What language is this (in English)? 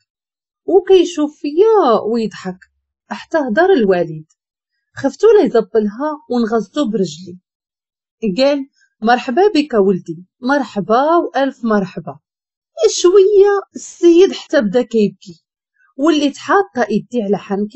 Moroccan Arabic